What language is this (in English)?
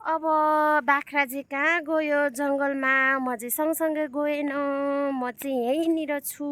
Nepali